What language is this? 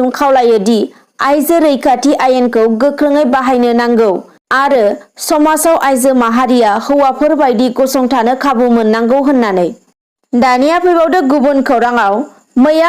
Bodo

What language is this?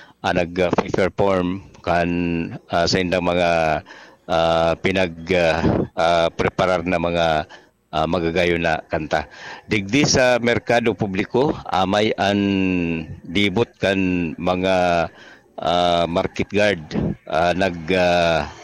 Bikol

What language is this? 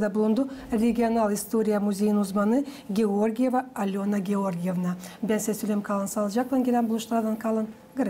Gagauz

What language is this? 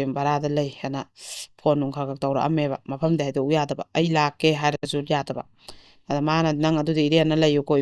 Manipuri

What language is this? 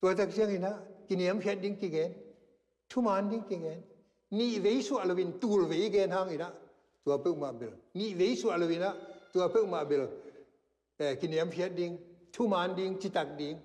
Tedim Chin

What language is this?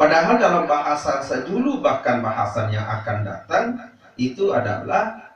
Sasak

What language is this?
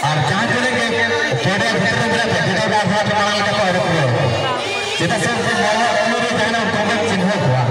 Santali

